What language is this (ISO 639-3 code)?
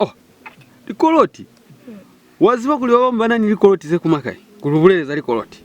loz